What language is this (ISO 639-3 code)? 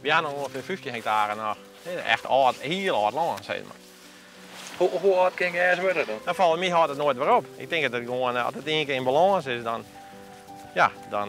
fry